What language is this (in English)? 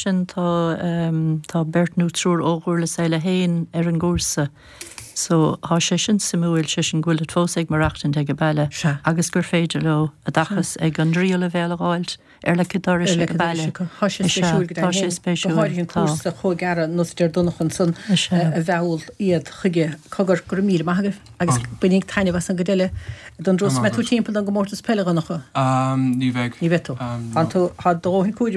Irish